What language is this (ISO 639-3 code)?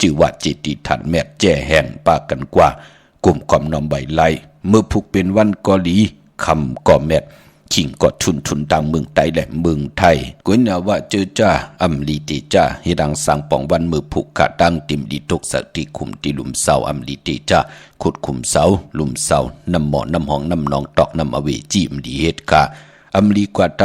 shn